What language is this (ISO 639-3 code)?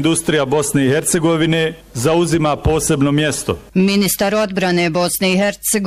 bos